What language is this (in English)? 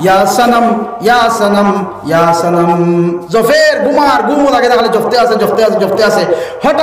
Sylheti